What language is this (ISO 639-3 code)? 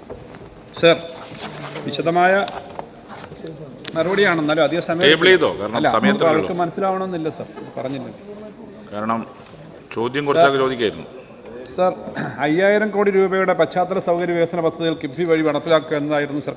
mal